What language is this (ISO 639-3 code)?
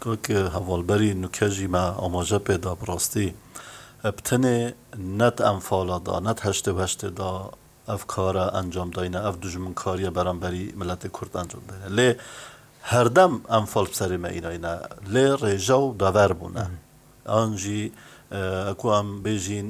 kur